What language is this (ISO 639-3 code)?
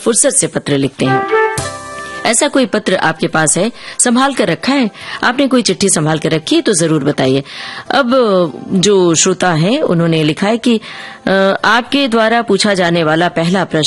hin